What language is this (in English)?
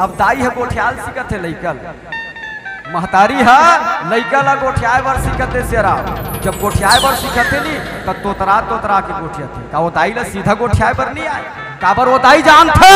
Chhattisgarhi